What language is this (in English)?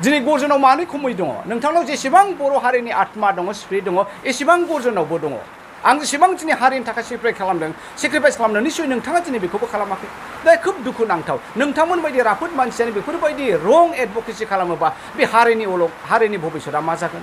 Bodo